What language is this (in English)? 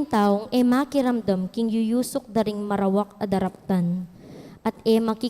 Pampanga